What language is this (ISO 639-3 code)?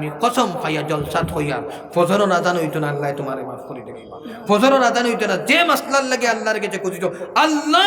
syl